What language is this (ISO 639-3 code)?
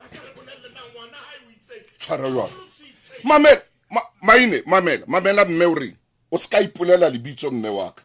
sot